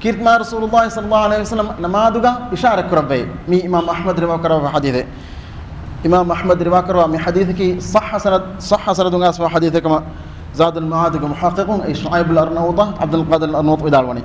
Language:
Divehi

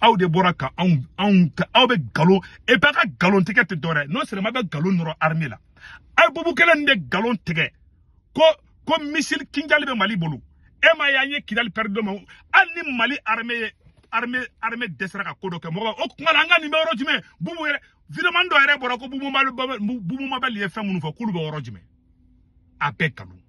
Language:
Bambara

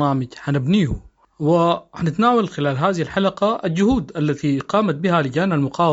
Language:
Sudanese Arabic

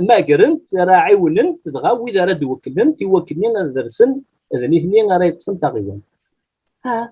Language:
Kabyle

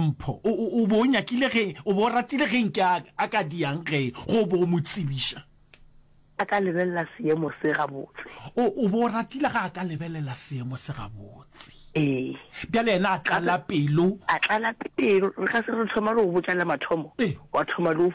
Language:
Northern Sotho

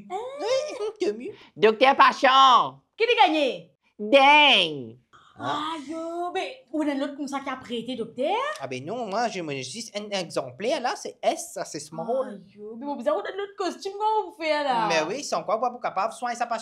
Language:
Morisyen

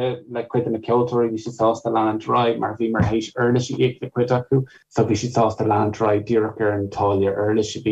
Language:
Irish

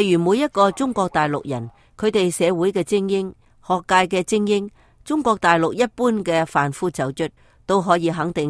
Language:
Cantonese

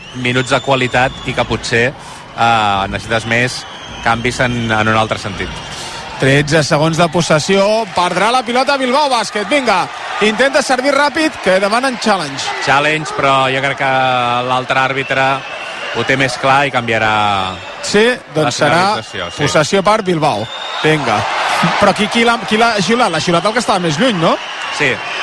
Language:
Catalan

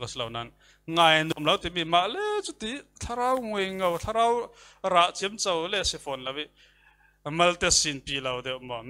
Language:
Falam Chin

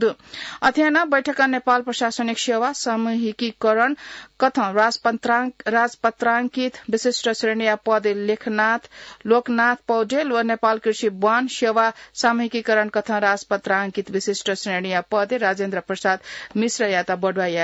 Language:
Newari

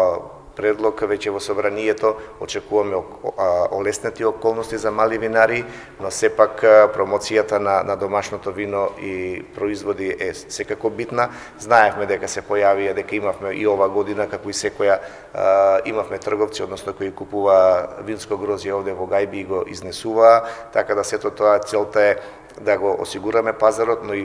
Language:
Macedonian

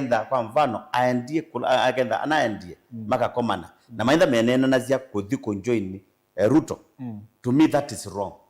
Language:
Kamba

